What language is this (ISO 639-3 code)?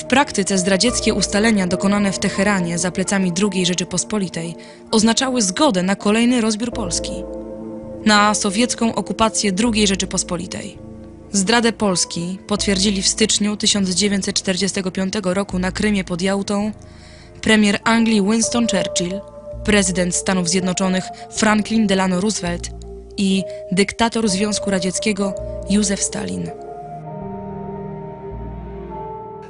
pol